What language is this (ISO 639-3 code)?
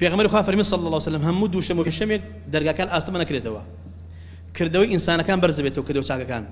ckb